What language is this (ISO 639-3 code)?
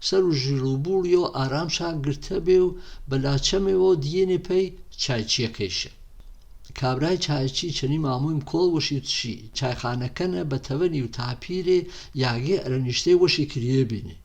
hac